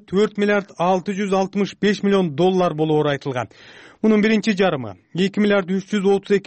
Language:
Kyrgyz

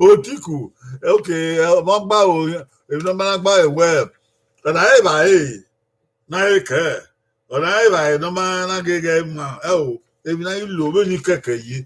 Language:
Bini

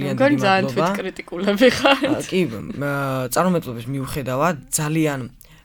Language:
Georgian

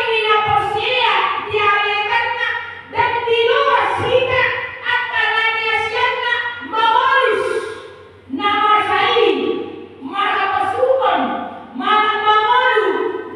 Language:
Batak Toba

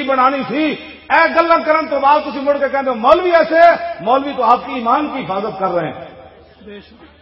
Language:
Western Panjabi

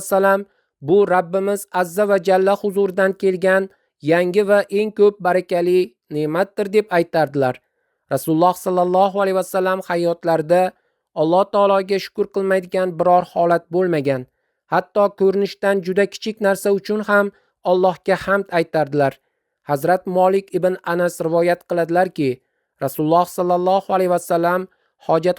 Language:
Uzbek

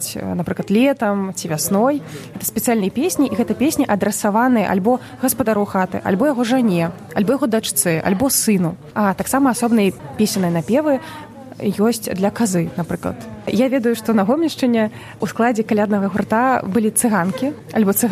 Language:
Belarusian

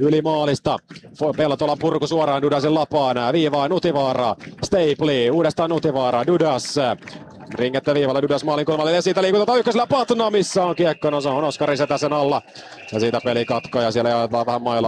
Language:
Finnish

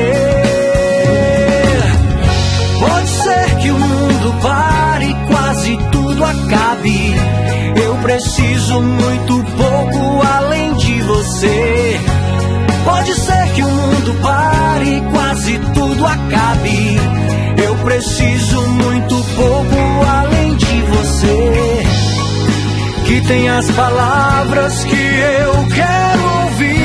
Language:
Portuguese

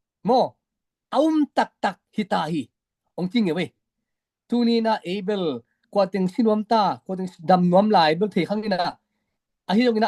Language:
Tedim Chin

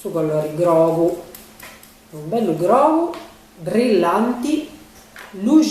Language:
Sardinian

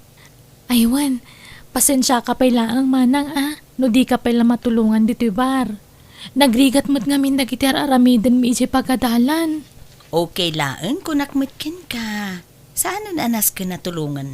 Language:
Iloko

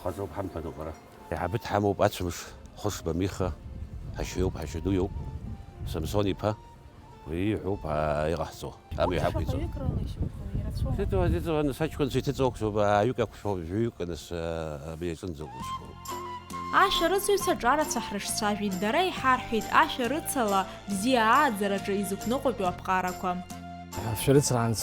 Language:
Abkhazian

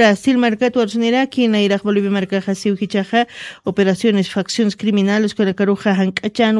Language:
Aymara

